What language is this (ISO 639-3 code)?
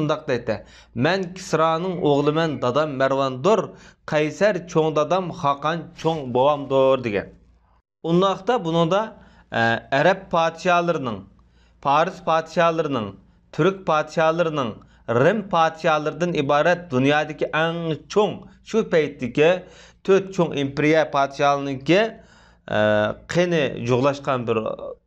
uig